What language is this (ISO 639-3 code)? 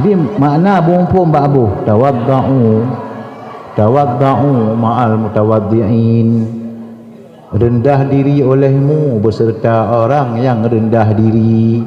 ace